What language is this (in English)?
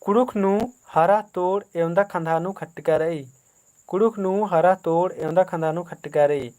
Kurukh